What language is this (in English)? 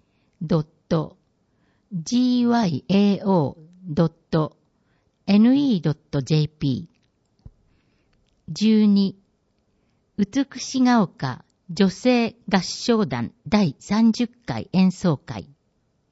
Japanese